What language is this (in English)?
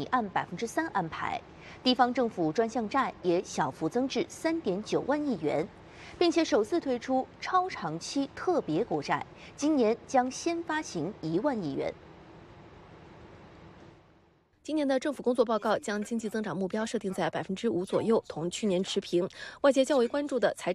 Chinese